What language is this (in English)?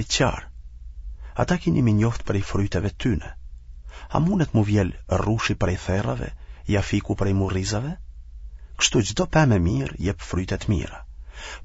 Albanian